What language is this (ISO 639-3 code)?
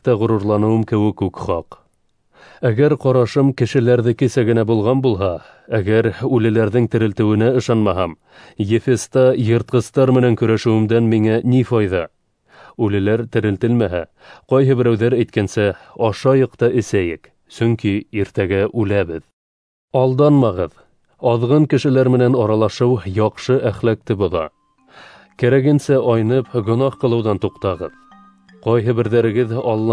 bak